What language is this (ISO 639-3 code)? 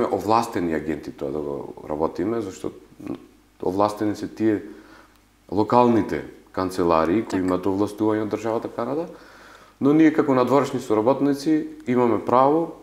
mkd